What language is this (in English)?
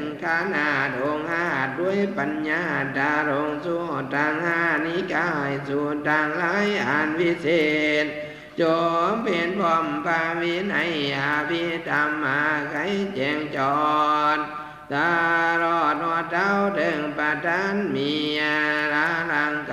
Lao